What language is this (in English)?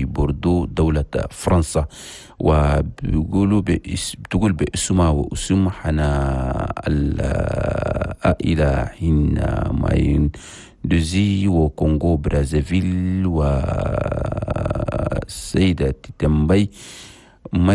Chadian Arabic